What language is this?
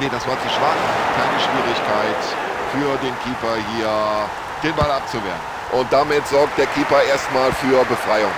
Bavarian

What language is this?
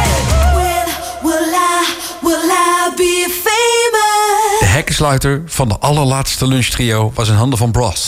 Dutch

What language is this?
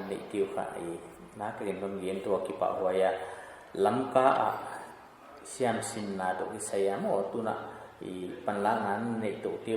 Paite Chin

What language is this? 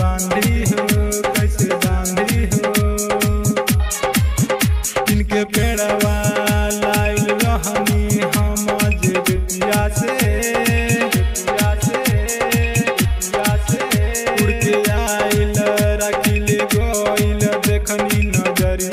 Bhojpuri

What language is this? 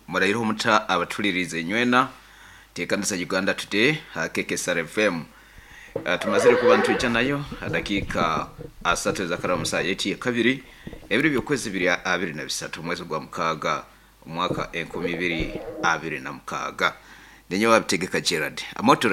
Nyoro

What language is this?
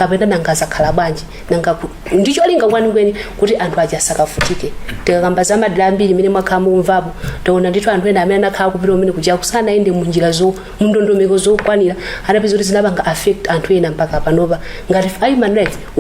Nyanja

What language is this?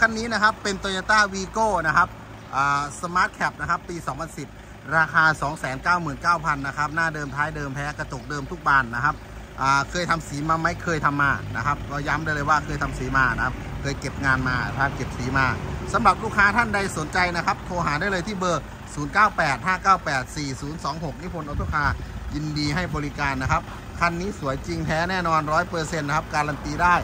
Thai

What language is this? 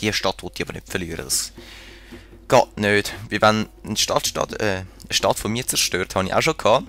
Swiss German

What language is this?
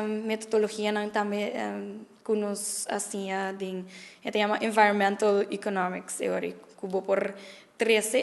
Papiamento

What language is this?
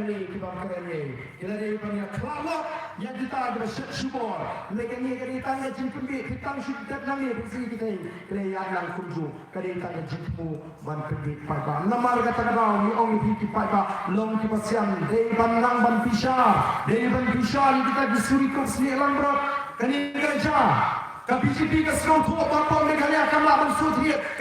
Khasi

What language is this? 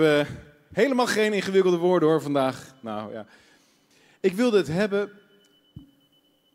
Dutch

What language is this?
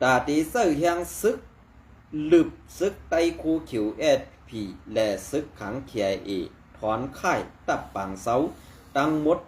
Shan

